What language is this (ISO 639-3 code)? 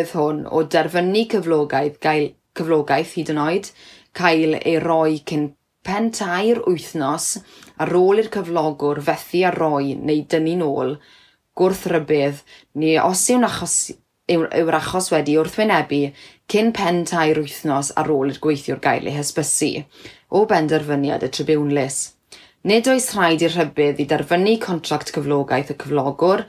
cym